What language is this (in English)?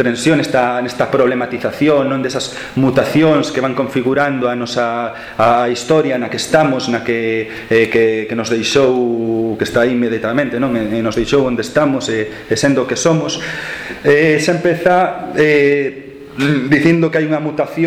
Galician